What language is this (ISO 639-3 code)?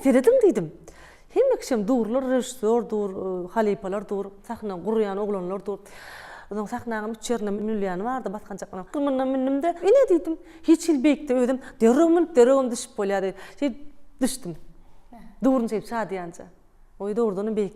tuk